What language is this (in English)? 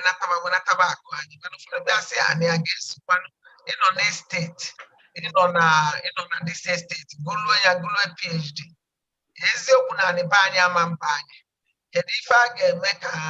Igbo